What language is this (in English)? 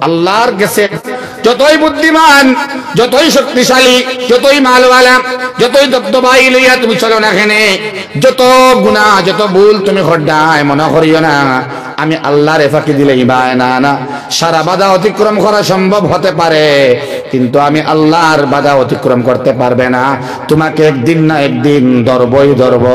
Sylheti